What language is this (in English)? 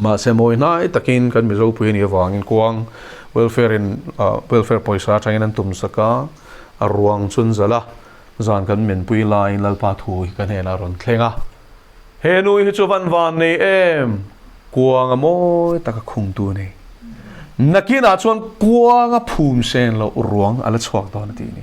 Mizo